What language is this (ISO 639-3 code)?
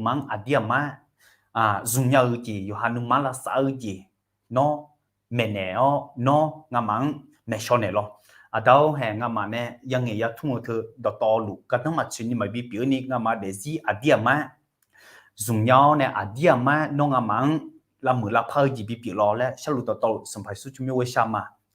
ahk